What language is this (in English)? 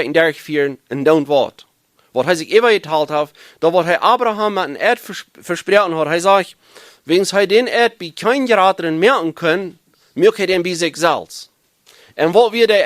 Plautdietsch